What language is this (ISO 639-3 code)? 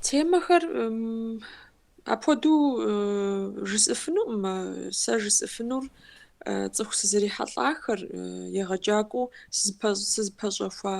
kbd